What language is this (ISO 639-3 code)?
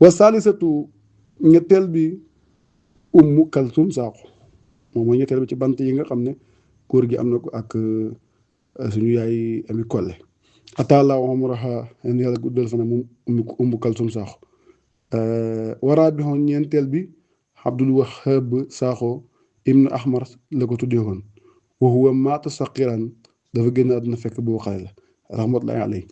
wol